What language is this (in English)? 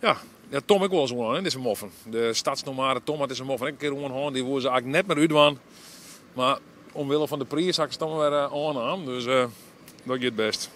Western Frisian